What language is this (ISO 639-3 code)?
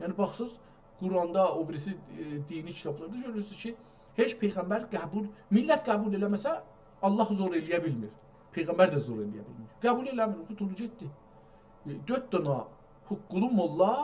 azb